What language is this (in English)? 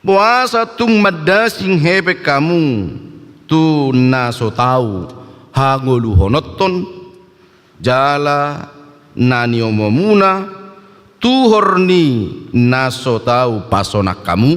Batak Toba